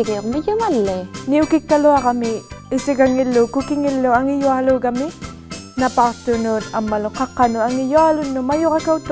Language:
Inuktitut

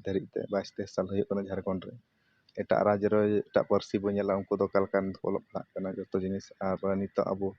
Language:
Santali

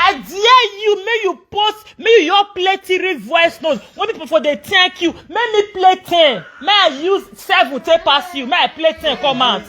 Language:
Nigerian Pidgin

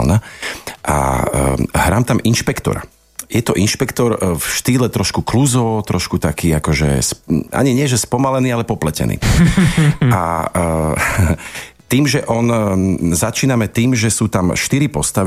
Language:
Slovak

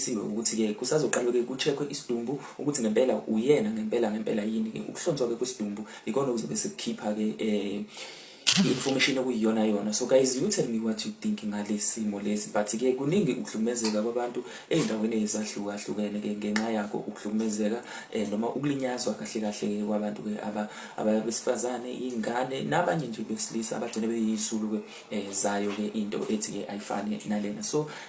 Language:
Zulu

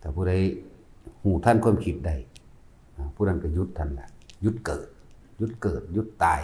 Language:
Northeastern Thai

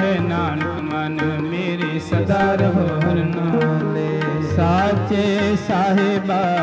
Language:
Punjabi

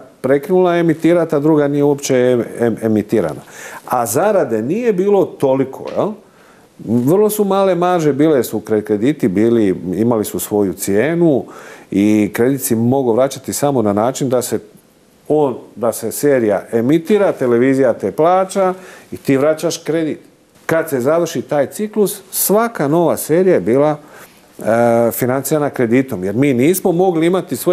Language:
Croatian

